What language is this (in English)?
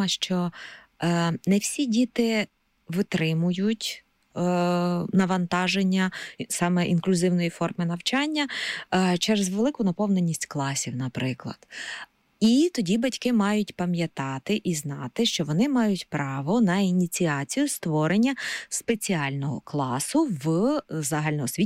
Ukrainian